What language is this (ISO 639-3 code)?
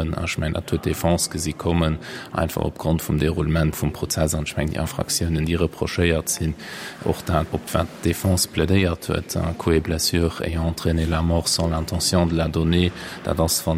ltz